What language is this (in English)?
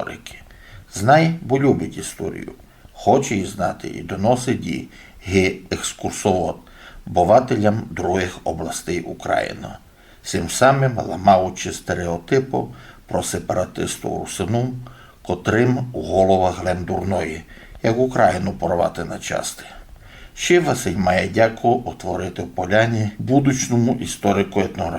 Rusyn